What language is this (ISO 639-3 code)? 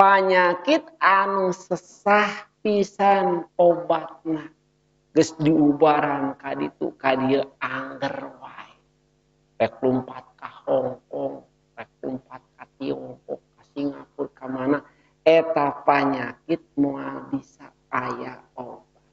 sun